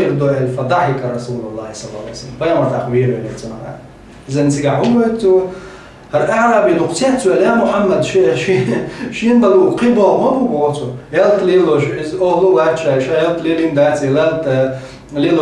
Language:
Chechen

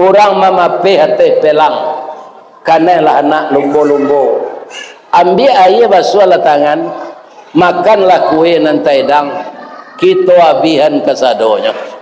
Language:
Minangkabau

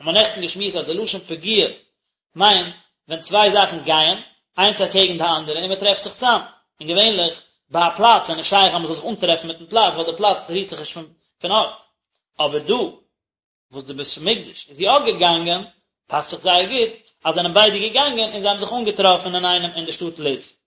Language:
Yiddish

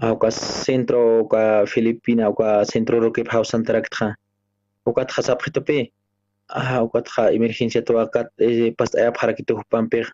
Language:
Aymara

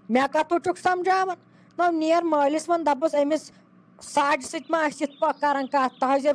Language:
Kashmiri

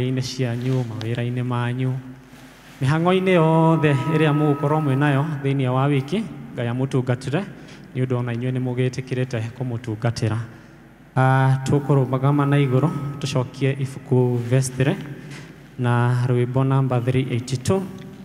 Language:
Kikuyu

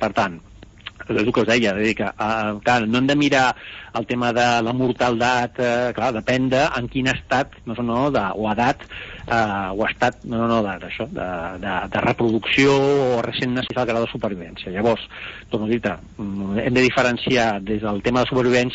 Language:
Catalan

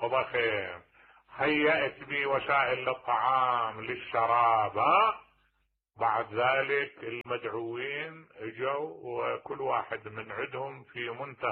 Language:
Mesopotamian Arabic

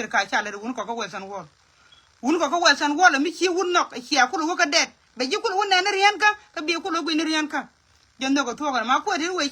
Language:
Nuer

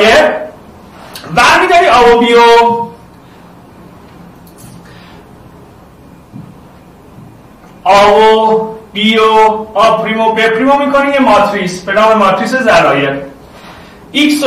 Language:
Persian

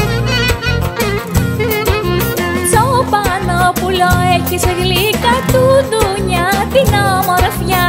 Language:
Greek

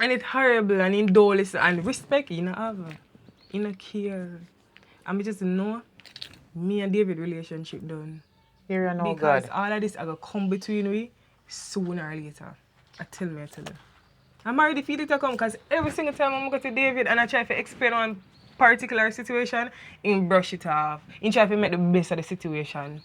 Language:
Jamaican Creole English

